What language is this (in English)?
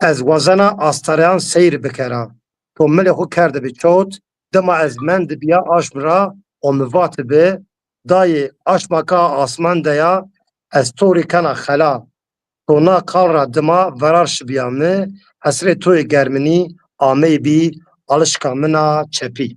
Zaza